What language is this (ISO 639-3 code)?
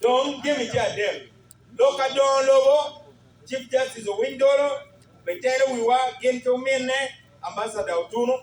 ach